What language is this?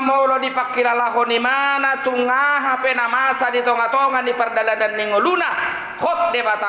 Batak Toba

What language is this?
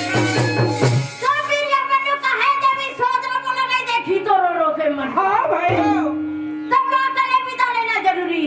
Chhattisgarhi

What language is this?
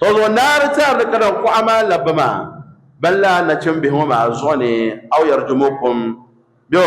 Dagbani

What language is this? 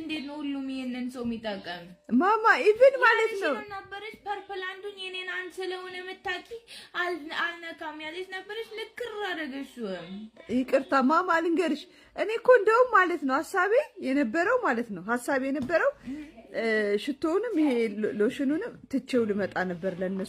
Amharic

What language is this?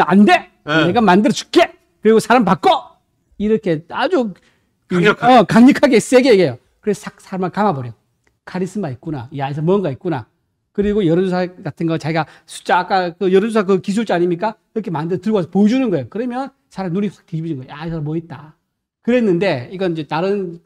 Korean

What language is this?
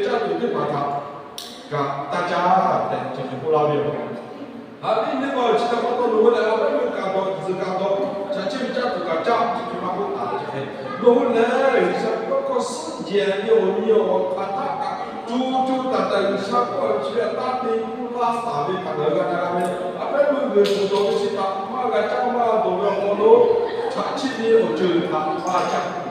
Lahu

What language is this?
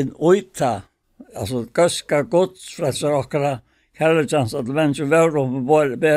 Faroese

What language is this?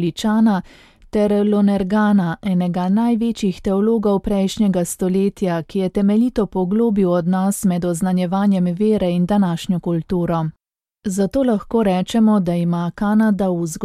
Slovenian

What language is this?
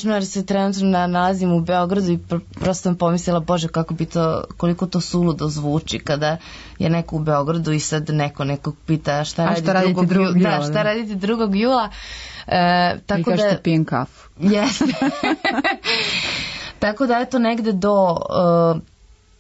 Serbian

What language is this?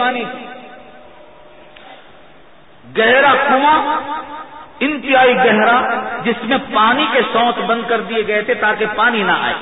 Urdu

